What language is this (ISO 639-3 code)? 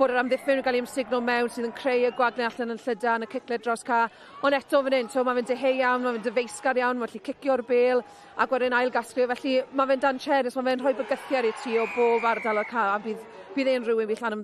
cym